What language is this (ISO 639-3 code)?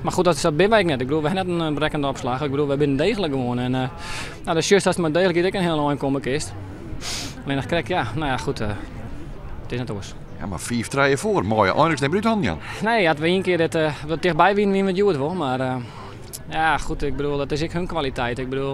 fry